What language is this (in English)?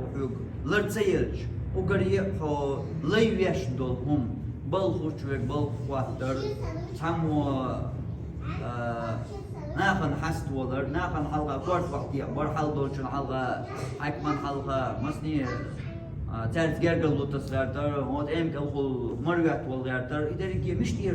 Chechen